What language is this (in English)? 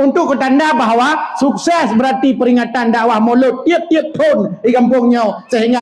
Achinese